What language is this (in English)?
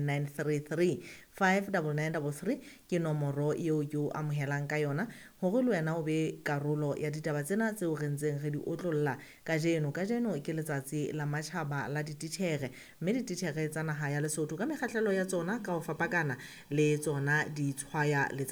Southern Sotho